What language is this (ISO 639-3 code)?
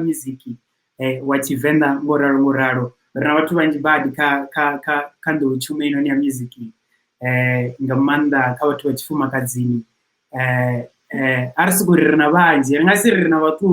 ven